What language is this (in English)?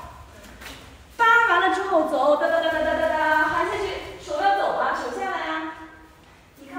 Chinese